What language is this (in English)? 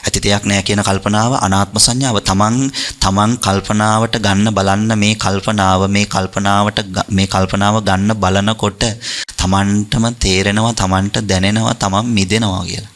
Sinhala